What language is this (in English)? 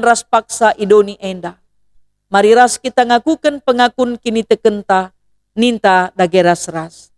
Batak Karo